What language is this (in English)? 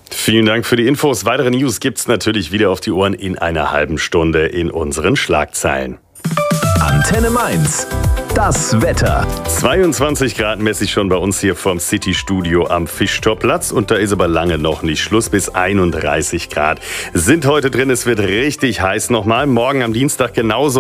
German